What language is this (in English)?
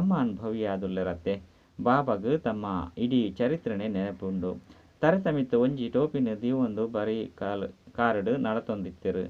Tulu